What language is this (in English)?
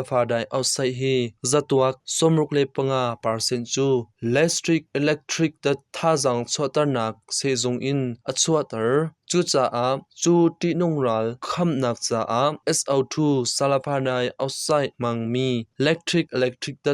Hakha Chin